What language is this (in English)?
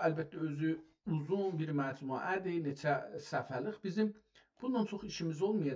South Azerbaijani